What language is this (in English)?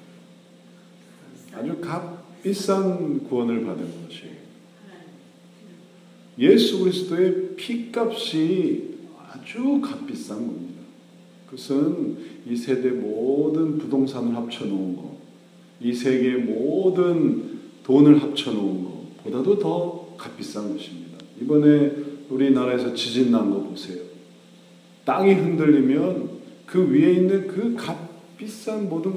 Korean